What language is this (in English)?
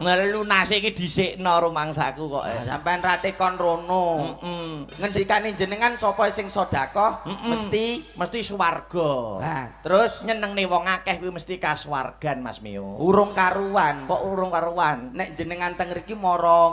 Javanese